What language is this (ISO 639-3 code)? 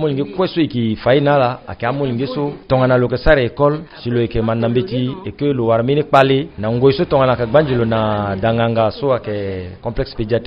sag